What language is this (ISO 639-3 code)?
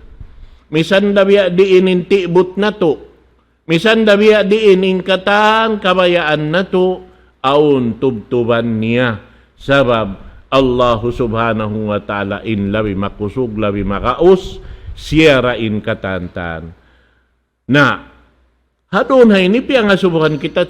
tsg